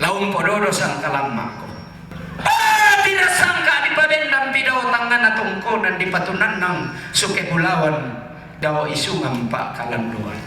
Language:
Toraja-Sa'dan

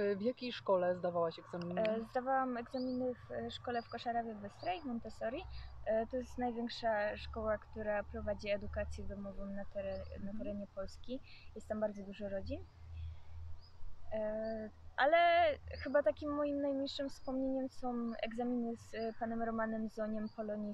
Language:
Polish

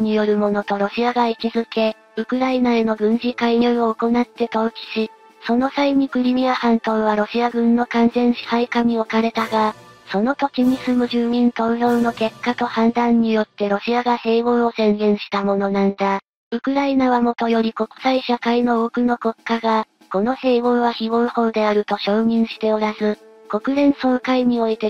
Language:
Japanese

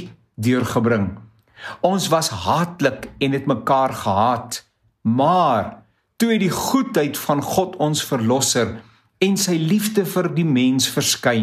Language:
Afrikaans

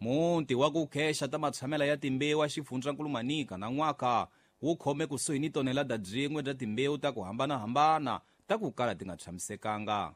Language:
Tsonga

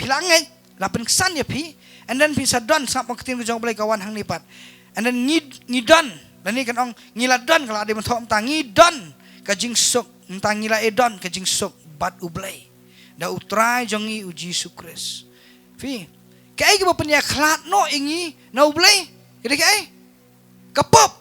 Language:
Khasi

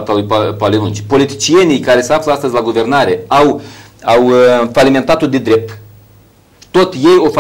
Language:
Romanian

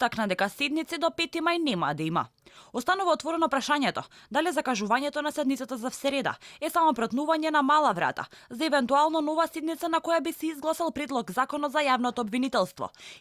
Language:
Macedonian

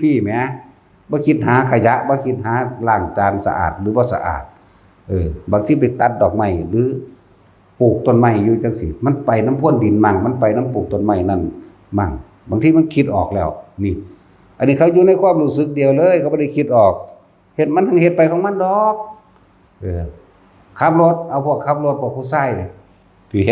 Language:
Northeastern Thai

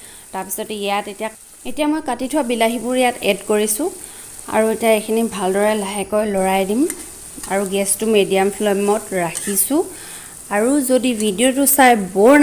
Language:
Assamese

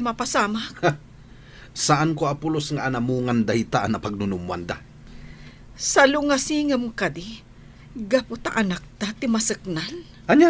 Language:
Iloko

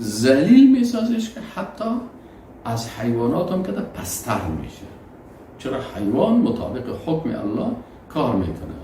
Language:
Persian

